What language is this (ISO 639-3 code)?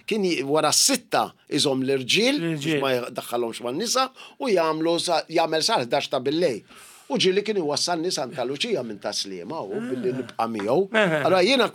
mlt